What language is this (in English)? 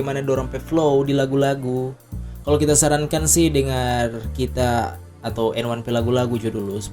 Manado Malay